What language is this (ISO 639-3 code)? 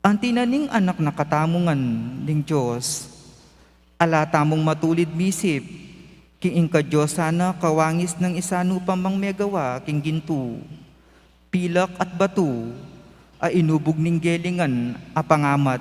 pam